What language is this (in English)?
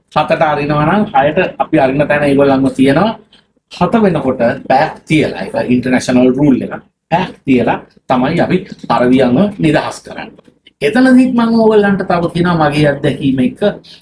Sinhala